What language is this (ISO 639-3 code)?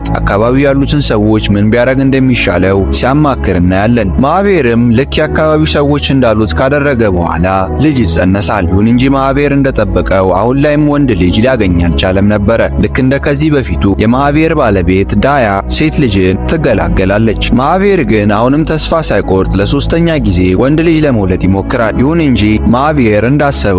amh